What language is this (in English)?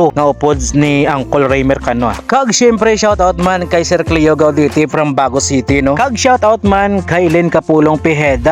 Hiligaynon